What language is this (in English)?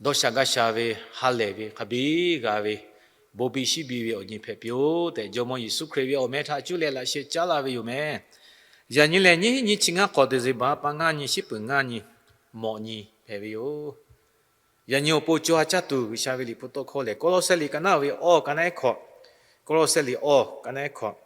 Lahu